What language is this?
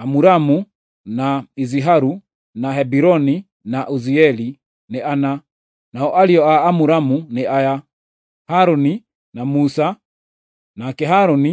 Kikuyu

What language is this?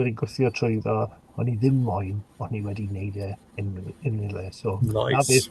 Welsh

